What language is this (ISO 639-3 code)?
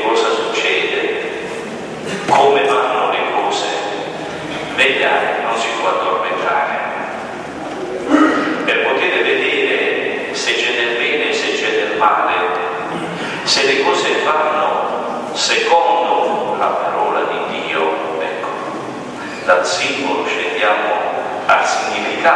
ita